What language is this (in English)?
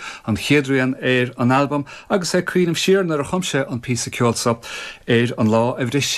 Irish